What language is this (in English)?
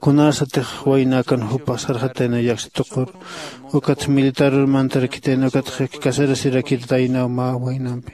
Aymara